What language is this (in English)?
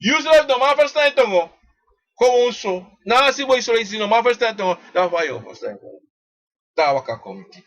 Sranan Tongo